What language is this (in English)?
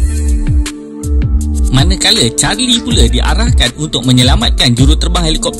Malay